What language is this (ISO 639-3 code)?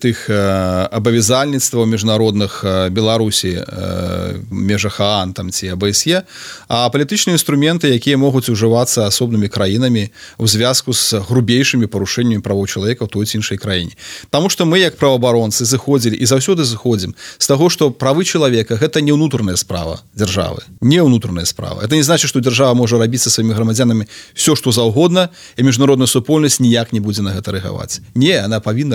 bel